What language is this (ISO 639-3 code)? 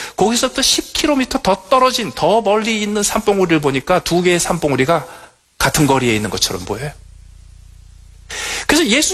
kor